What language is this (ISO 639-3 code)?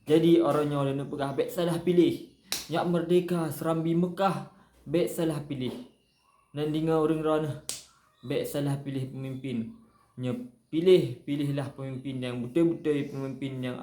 ace